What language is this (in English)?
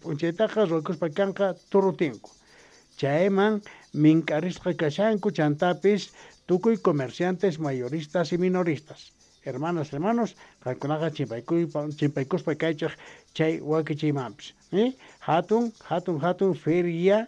South Bolivian Quechua